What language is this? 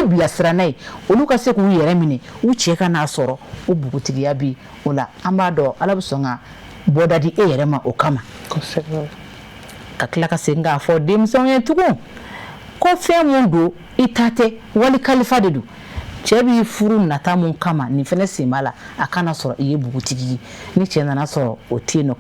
Bambara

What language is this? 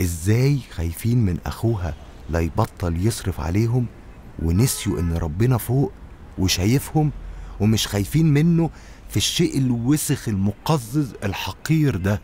Egyptian Arabic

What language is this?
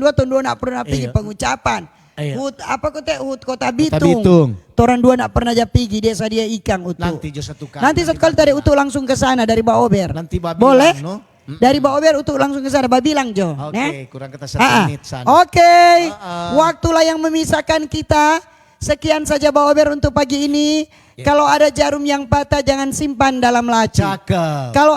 Manado Malay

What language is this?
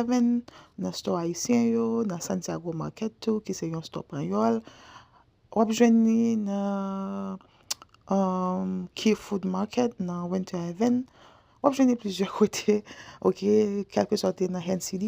Haitian Creole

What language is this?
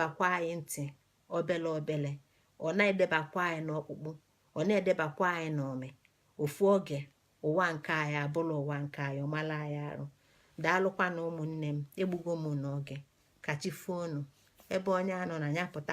Igbo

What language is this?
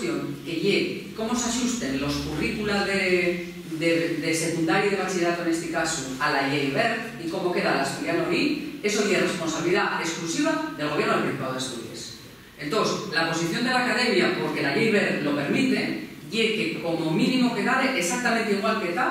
Asturian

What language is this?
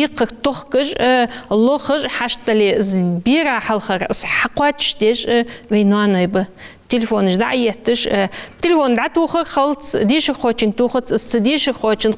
Ingush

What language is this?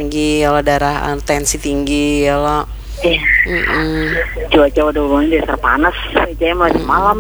Banjar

